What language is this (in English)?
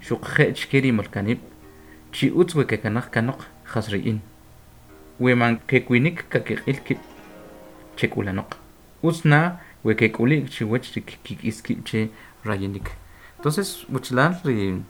Kʼicheʼ